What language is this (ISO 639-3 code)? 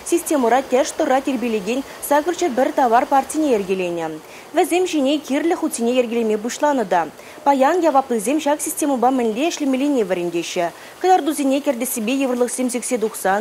chv